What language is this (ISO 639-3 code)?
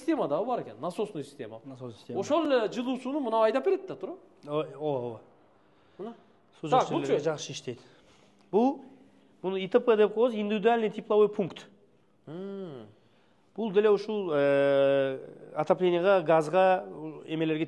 kir